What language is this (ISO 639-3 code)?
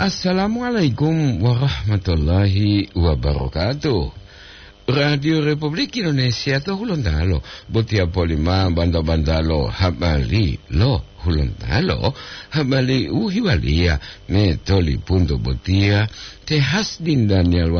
gor